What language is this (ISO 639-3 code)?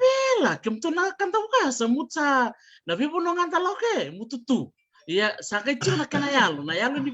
fij